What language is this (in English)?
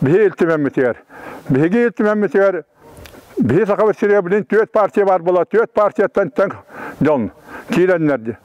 Yakut